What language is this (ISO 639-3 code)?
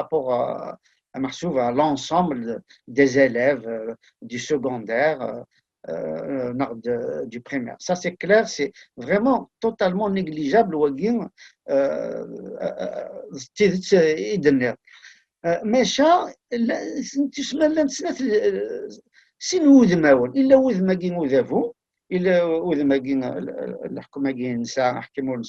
kab